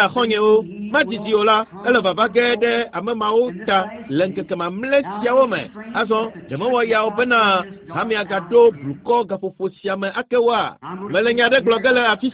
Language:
Ewe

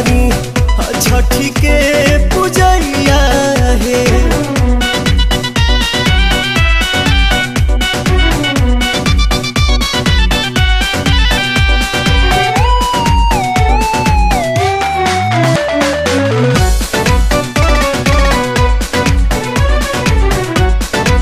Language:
Bhojpuri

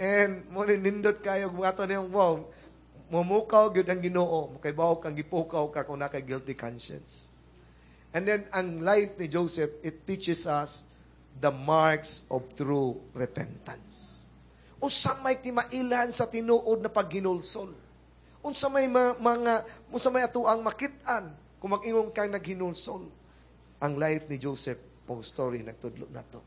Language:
Cebuano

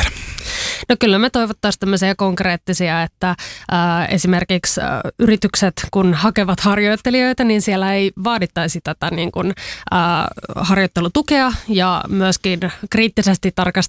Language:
Finnish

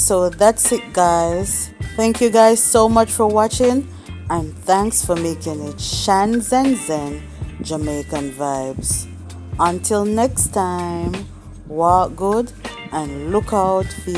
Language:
Jamaican Creole English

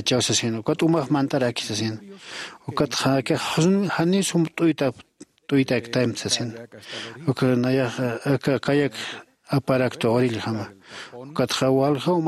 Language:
Aymara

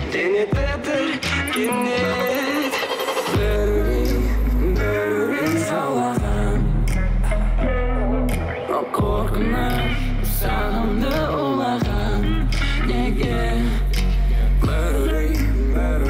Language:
Kazakh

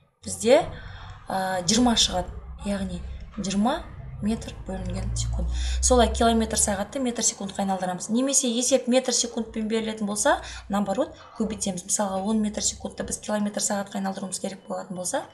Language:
Kazakh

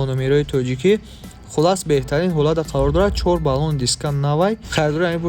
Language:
Tajik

